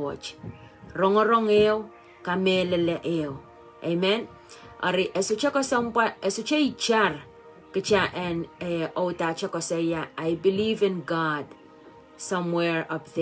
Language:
Pohnpeian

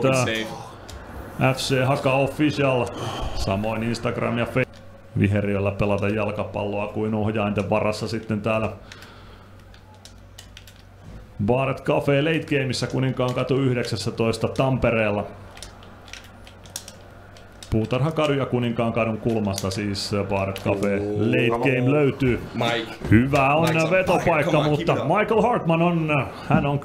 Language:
Finnish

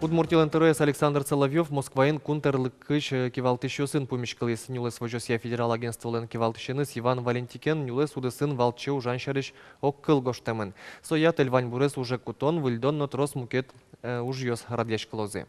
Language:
Udmurt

